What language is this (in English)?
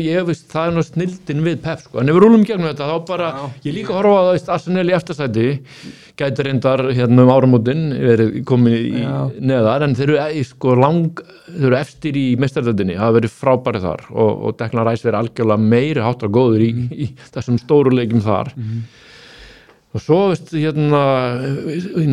Icelandic